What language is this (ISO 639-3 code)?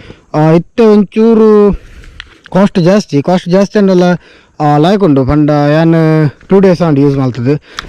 tcy